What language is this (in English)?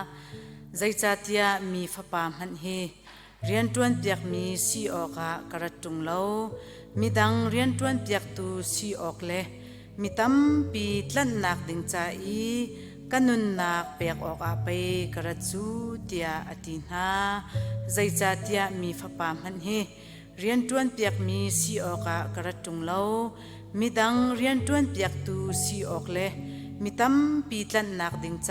Hakha Chin